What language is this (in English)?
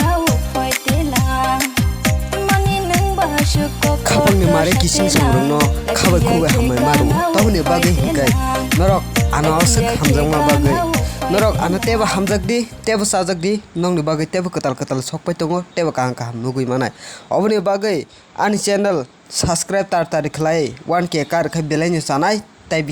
Kok Borok